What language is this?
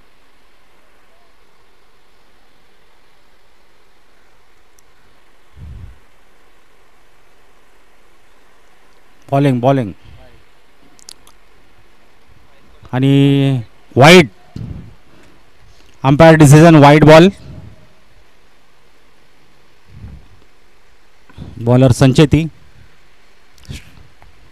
Marathi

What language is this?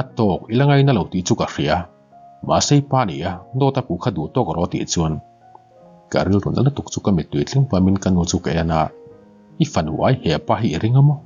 Mizo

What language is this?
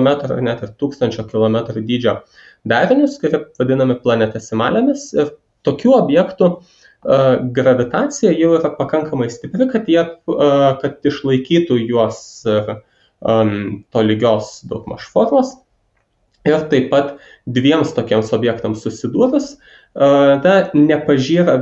Lithuanian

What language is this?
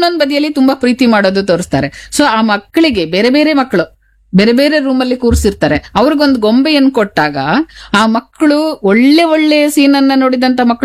Kannada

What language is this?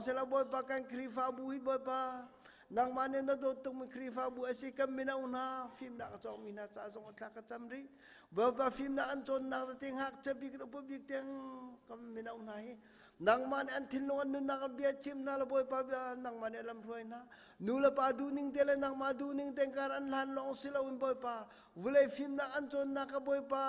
Hakha Chin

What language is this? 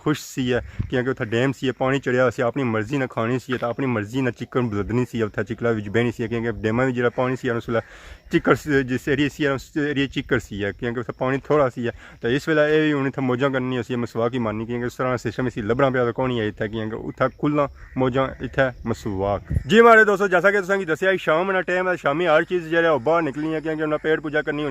Pahari-Potwari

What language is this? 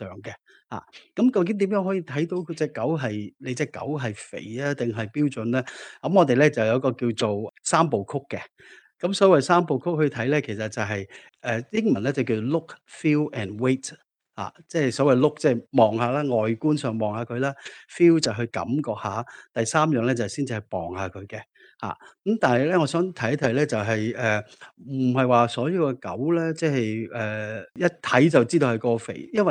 Cantonese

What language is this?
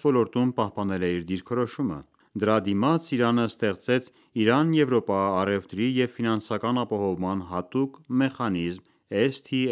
Armenian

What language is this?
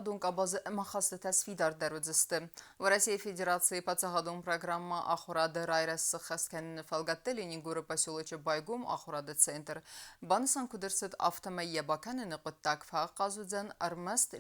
Ossetic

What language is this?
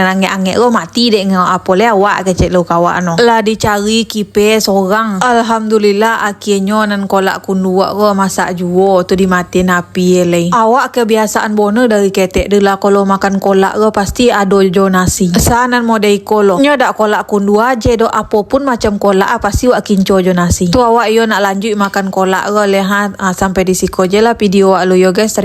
Minangkabau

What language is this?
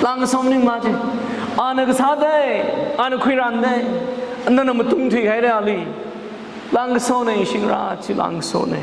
Tangkhul Naga (India)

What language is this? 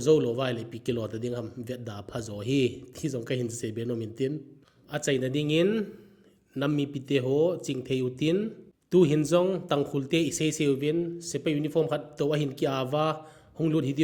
Thado Chin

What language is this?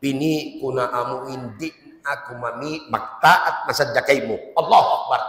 Tausug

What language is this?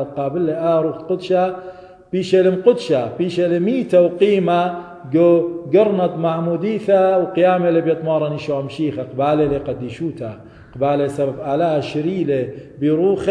Assyrian Neo-Aramaic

